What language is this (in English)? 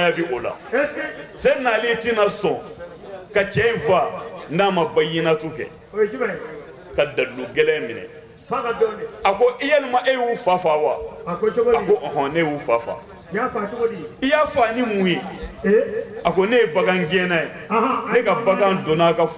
Bambara